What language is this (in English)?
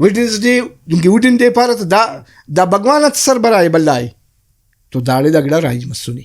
Brahui